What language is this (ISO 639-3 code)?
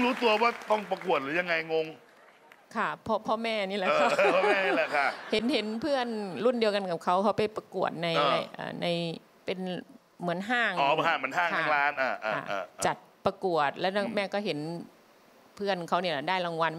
tha